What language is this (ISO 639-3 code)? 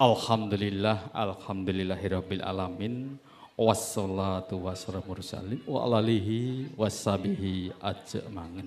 jav